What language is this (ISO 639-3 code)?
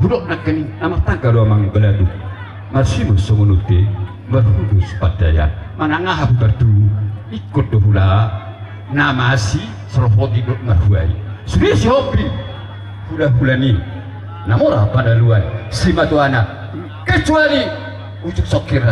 bbc